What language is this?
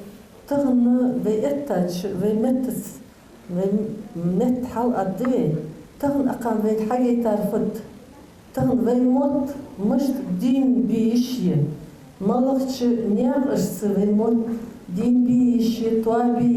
Ingush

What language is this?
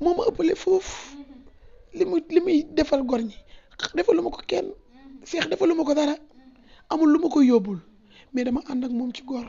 Wolof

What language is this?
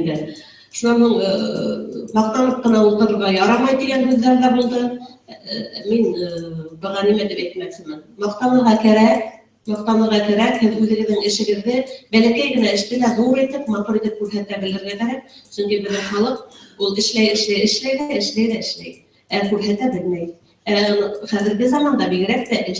Bashkir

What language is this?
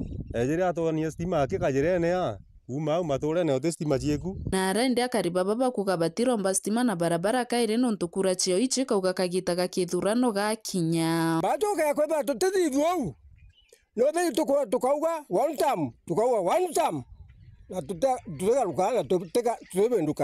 Meru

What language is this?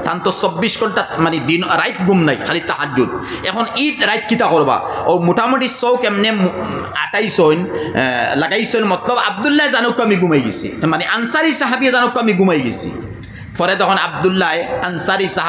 Sylheti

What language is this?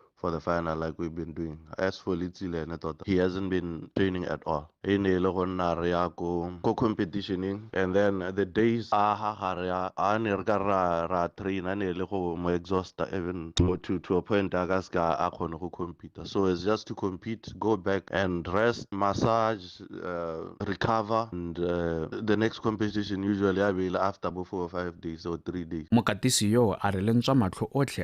Tswana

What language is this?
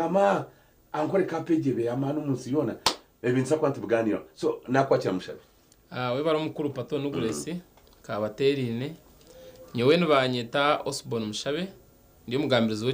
Nyankole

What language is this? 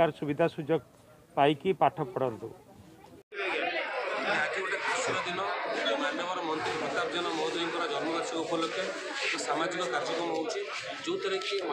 Odia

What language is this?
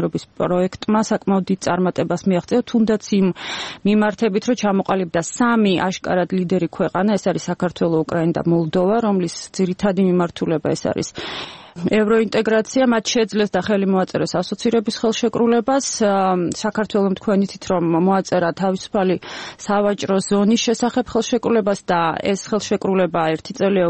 Georgian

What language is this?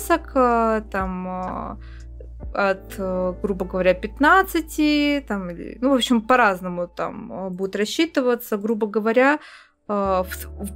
Russian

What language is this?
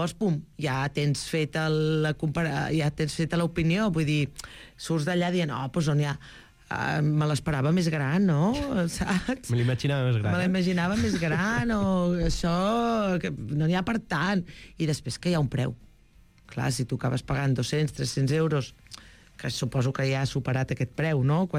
Catalan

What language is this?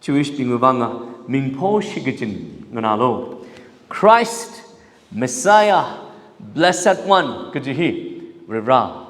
Tangkhul Naga (India)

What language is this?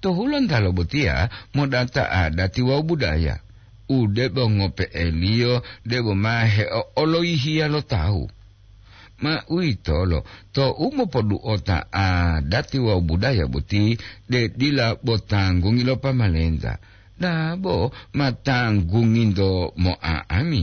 Gorontalo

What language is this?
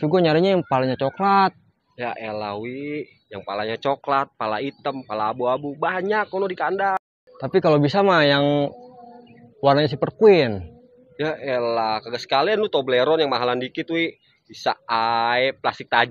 Betawi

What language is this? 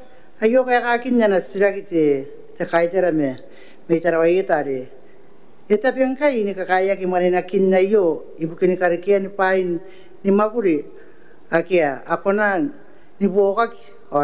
Gilbertese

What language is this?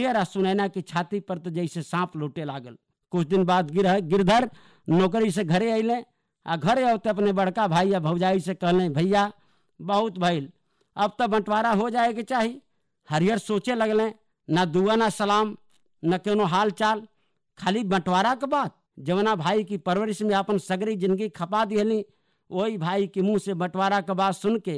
Bhojpuri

